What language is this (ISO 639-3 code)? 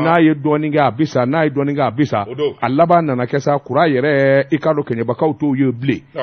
bam